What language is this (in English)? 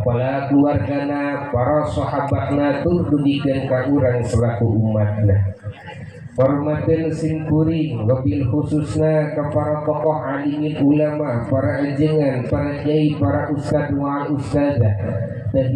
Sundanese